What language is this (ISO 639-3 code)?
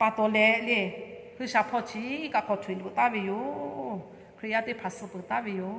lhu